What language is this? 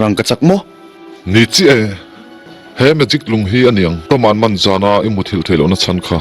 Mizo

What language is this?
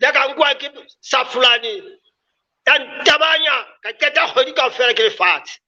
Southern Sotho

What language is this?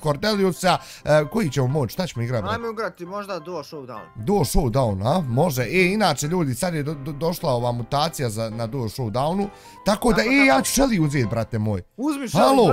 Bosnian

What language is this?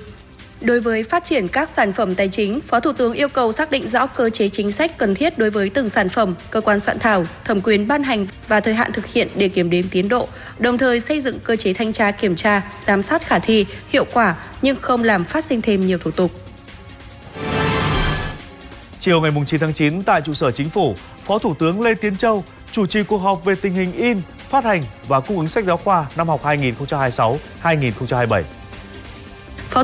Vietnamese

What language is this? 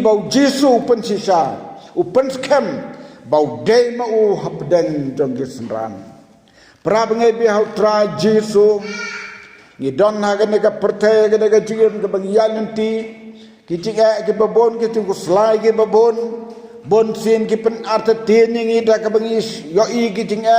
Khasi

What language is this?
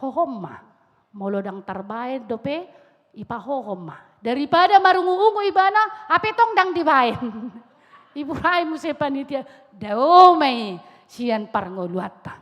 Batak Toba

